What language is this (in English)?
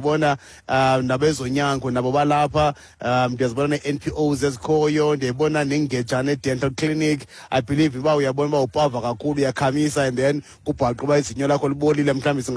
Xhosa